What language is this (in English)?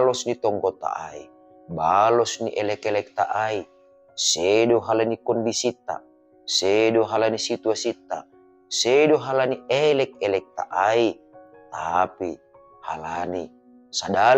Batak Simalungun